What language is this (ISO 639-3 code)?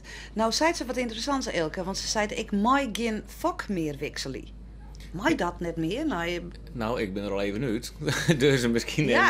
fry